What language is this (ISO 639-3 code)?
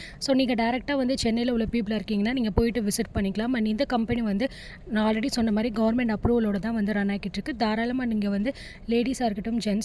tam